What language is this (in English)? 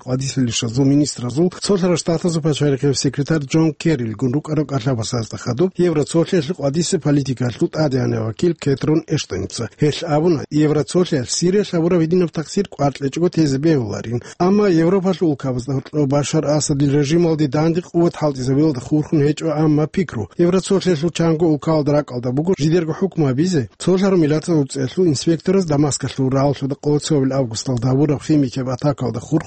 Avaric